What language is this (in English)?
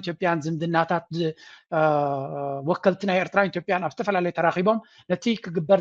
Tigrinya